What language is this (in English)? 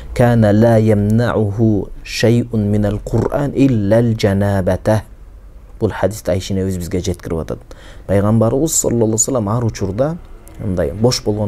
Kyrgyz